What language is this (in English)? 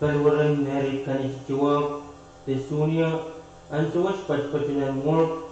Pohnpeian